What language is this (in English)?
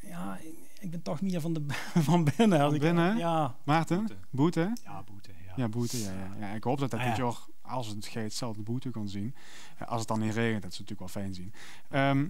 Limburgish